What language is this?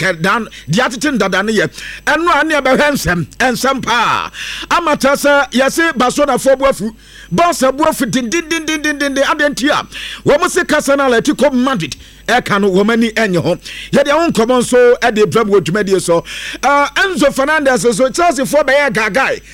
Akan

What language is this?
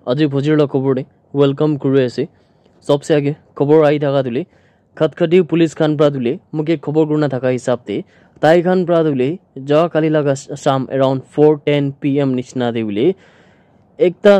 Naga Pidgin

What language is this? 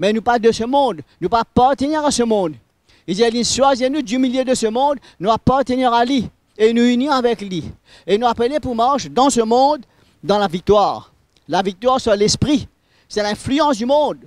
Morisyen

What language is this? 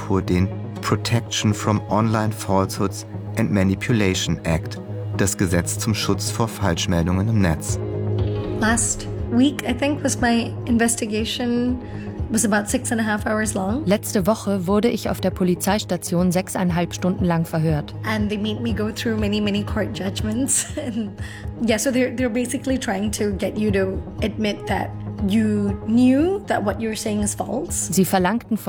German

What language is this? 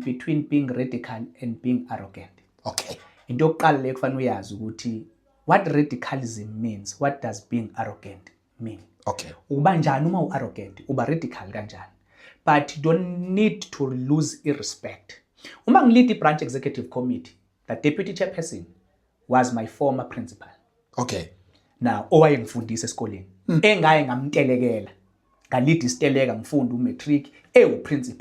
Zulu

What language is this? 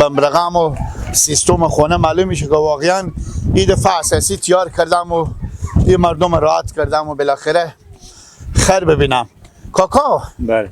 Persian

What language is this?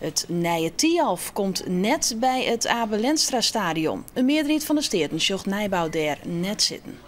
Western Frisian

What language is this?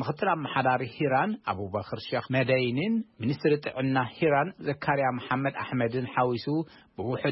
Tigrinya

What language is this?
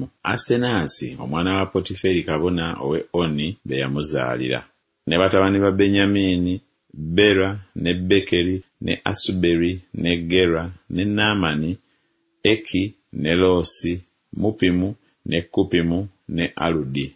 Ganda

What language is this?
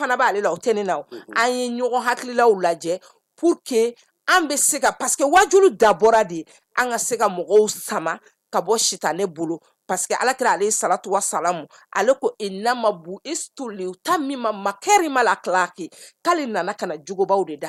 Bambara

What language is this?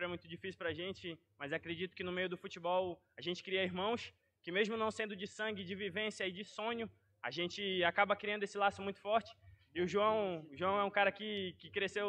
Portuguese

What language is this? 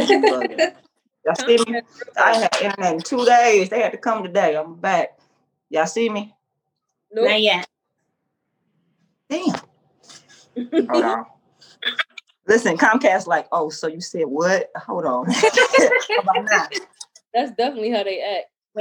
English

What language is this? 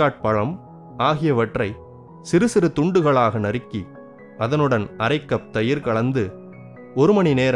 Tamil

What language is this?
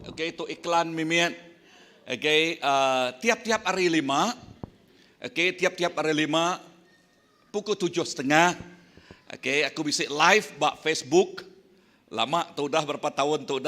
Iban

